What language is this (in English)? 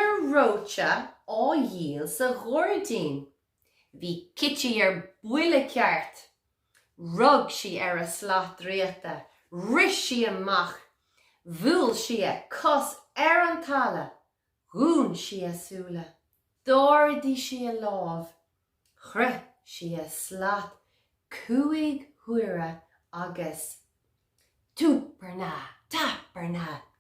Irish